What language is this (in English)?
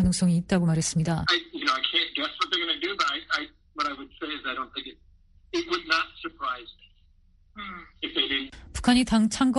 Korean